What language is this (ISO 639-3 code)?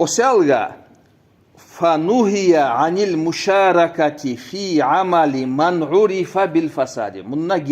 kum